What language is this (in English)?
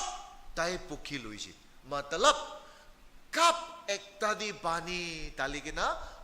Naga Pidgin